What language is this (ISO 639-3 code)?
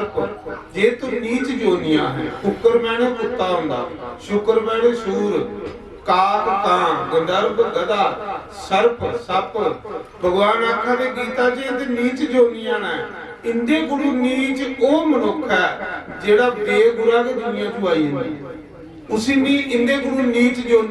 doi